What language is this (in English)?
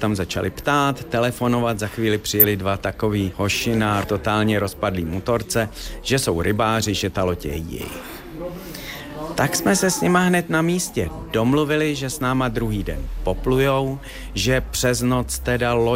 Czech